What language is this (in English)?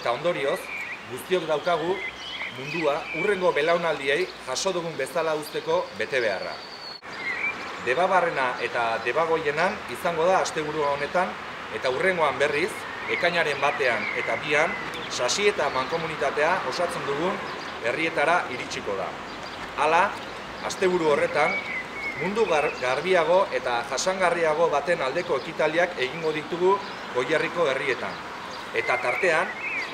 Basque